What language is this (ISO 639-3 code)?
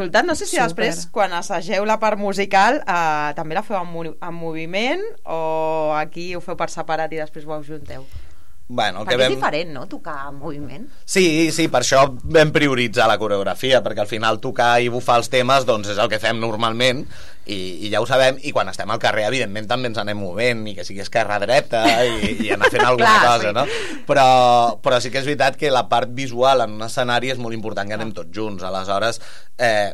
cat